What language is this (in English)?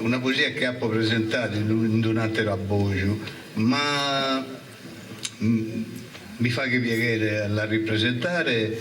Sardinian